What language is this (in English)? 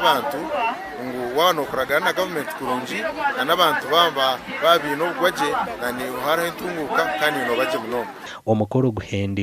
Nyankole